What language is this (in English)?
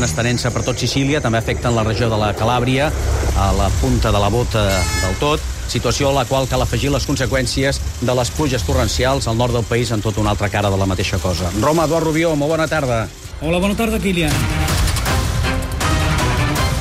Catalan